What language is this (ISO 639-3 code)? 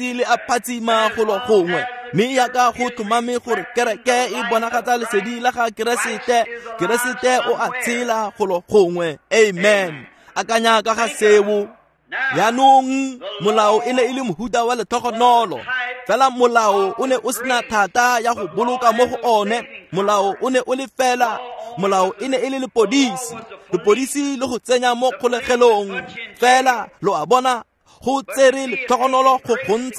tsn